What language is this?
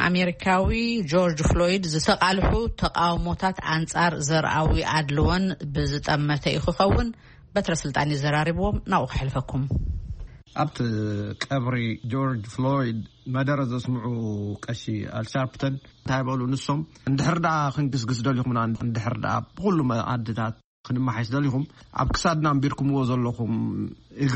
Tigrinya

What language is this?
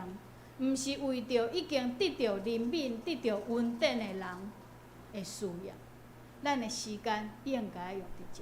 Min Nan Chinese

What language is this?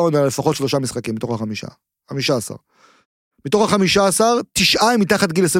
Hebrew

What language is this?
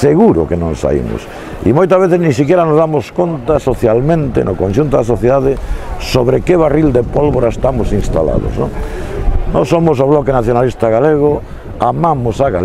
Galician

